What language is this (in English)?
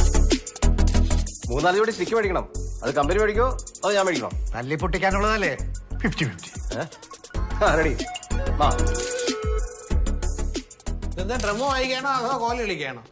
Malayalam